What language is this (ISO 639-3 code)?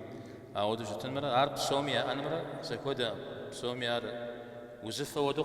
kbd